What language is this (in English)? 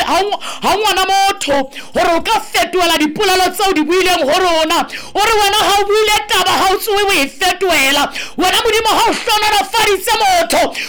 Southern Sotho